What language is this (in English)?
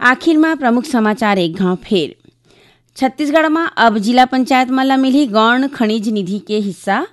Chhattisgarhi